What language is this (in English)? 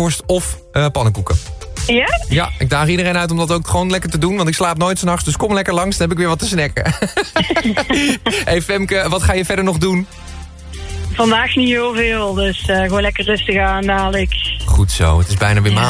Dutch